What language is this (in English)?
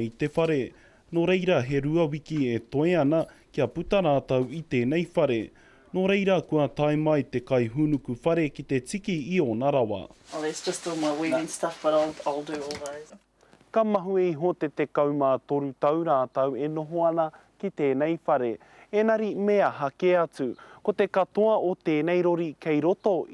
Māori